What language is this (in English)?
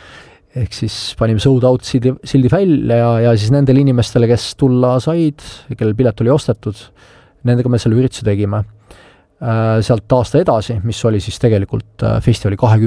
Estonian